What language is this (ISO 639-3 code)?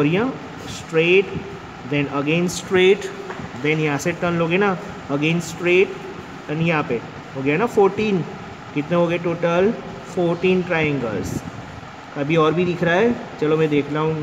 hin